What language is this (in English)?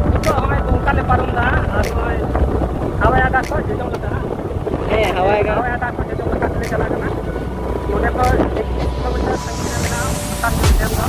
Santali